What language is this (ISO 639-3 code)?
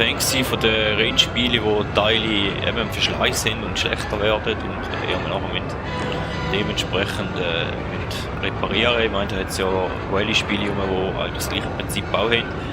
gsw